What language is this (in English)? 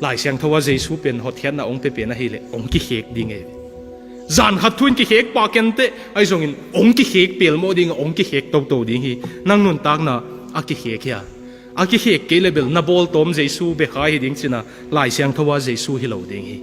Tedim Chin